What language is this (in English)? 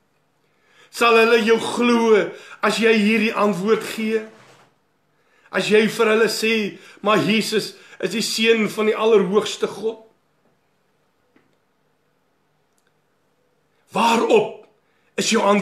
Afrikaans